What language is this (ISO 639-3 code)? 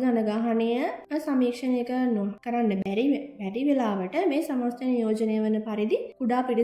sin